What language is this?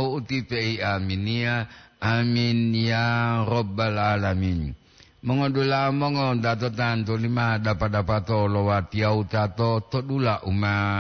Gorontalo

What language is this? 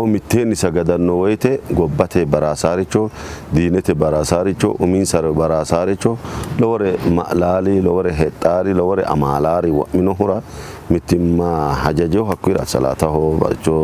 Sidamo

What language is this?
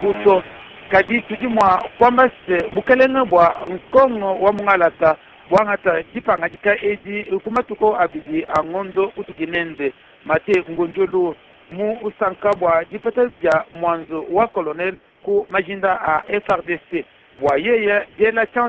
Luba-Lulua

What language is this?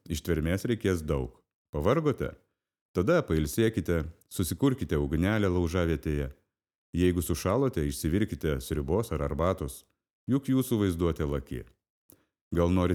Lithuanian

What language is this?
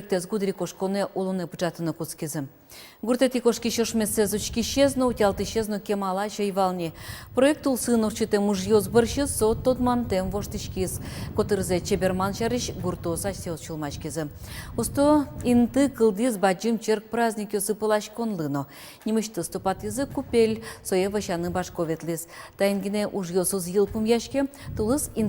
Udmurt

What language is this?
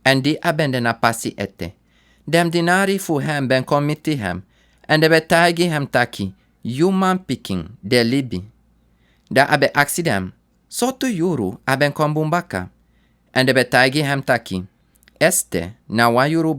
Sranan Tongo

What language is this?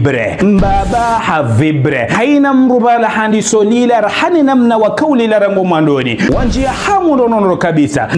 Ngazidja Comorian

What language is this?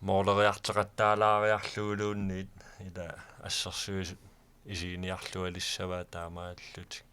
Kalaallisut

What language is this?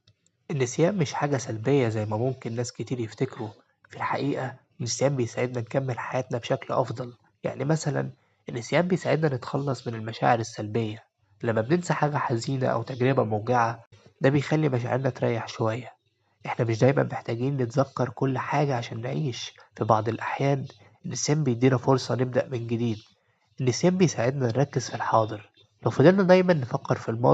Egyptian Arabic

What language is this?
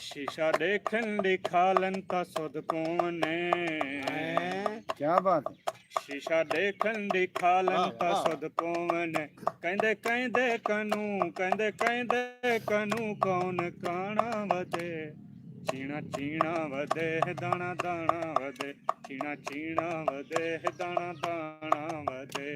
Saraiki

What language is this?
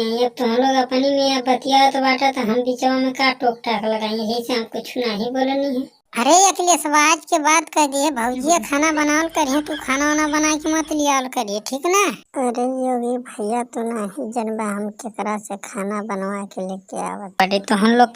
Bhojpuri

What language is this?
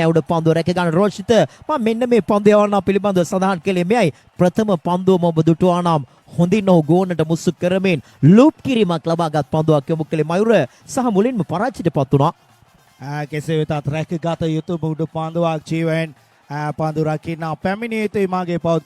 Sinhala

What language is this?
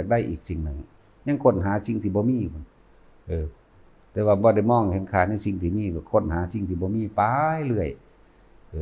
Northeastern Thai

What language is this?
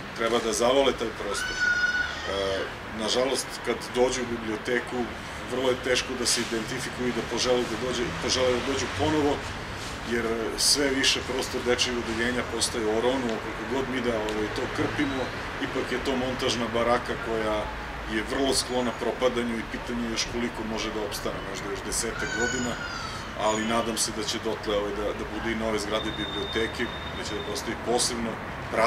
Serbian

